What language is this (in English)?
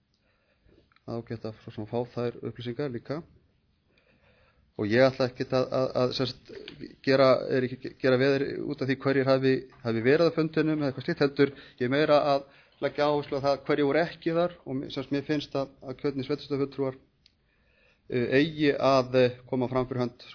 Icelandic